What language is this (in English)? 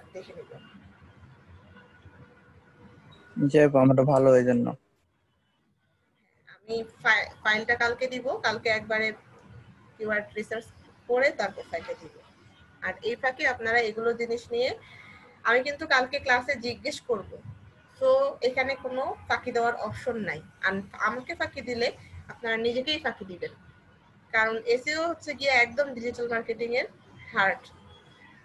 Bangla